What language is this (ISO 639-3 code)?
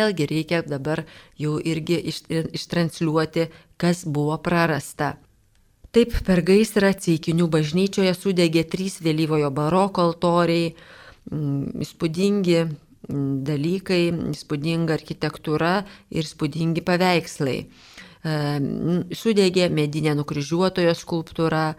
lit